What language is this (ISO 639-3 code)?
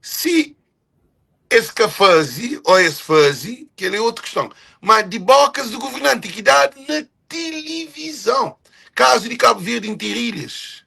kea